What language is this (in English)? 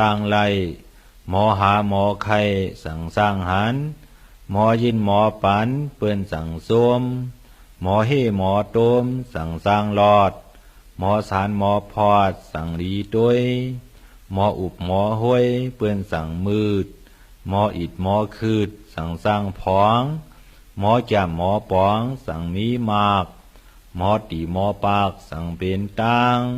Shan